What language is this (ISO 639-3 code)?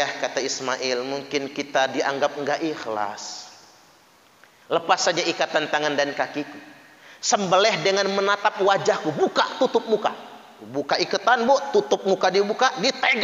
ind